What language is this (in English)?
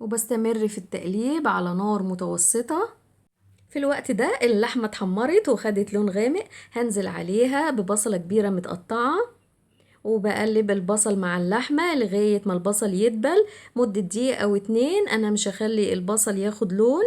Egyptian Arabic